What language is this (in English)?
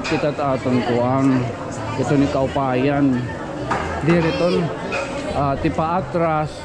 Waray